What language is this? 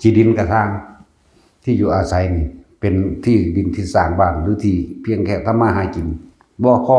Northeastern Thai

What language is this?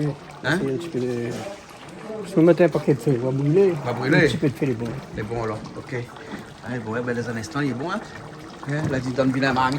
Réunion Creole French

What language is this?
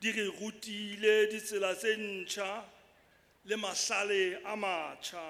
Southern Sotho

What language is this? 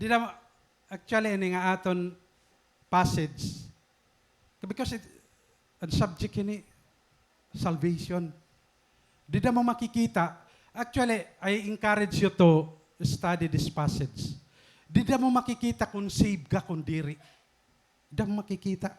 Waray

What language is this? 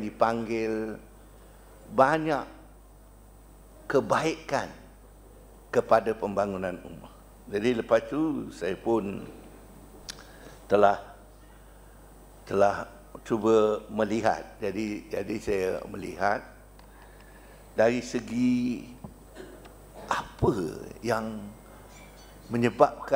Malay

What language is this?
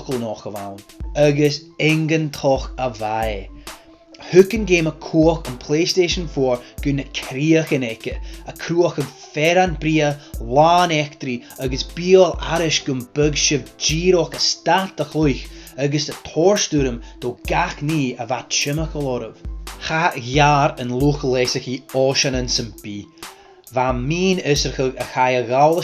Scottish Gaelic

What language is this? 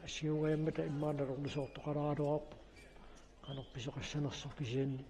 Kalaallisut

